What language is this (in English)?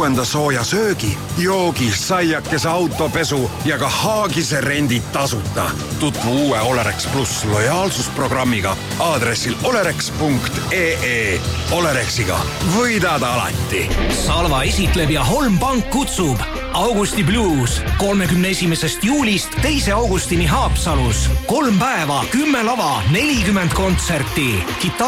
Estonian